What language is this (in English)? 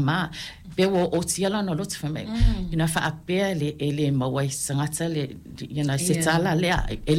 Samoan